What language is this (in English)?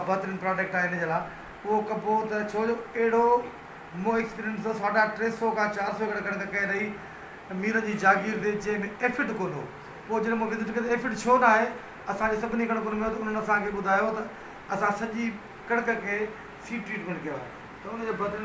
Sindhi